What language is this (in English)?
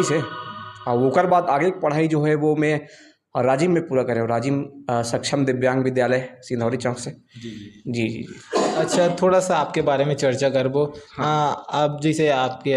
Chhattisgarhi